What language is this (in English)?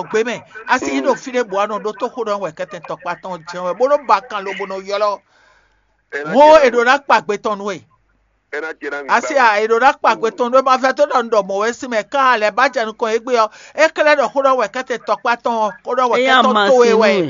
Fon